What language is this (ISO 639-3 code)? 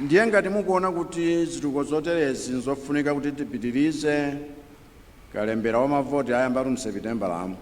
nya